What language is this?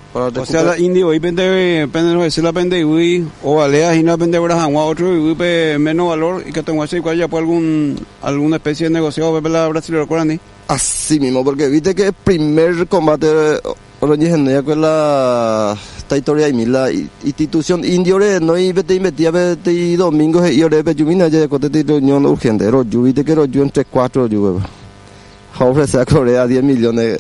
Guarani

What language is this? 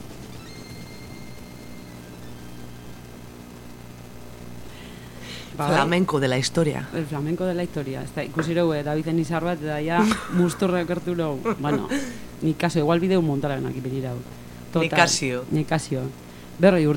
Basque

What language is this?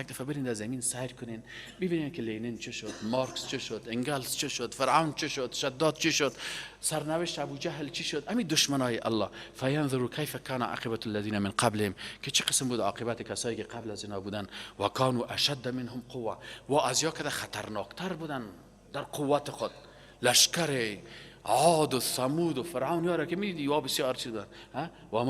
Persian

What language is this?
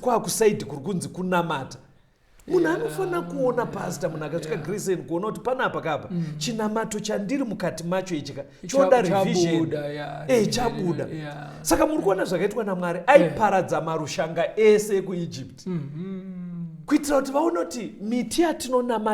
Shona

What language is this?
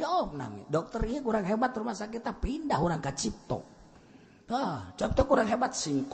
Sundanese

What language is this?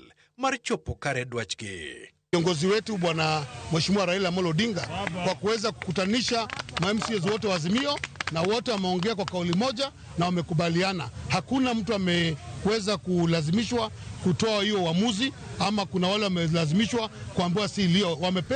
Luo (Kenya and Tanzania)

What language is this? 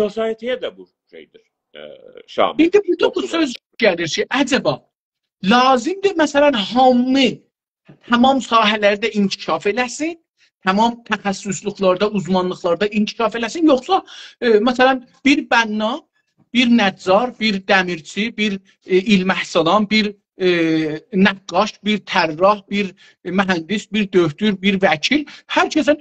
South Azerbaijani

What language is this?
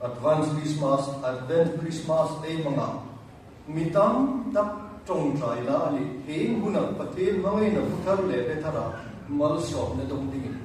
Hmar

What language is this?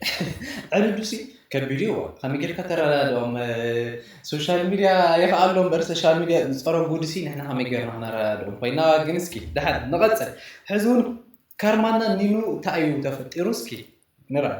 Tigrinya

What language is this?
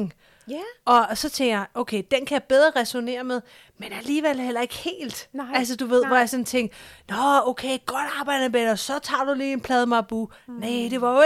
Danish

